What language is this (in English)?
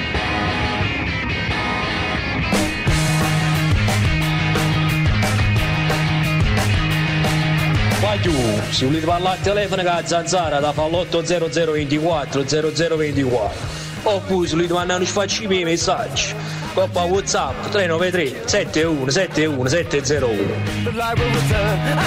Italian